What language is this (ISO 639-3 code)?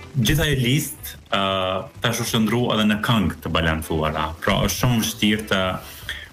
sqi